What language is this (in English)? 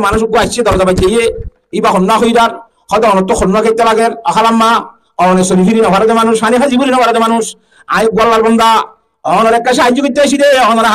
Rohingya